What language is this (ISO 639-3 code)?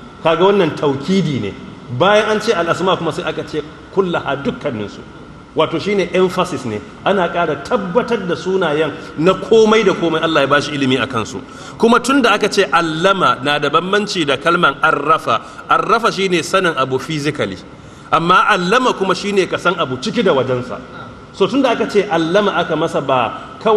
hau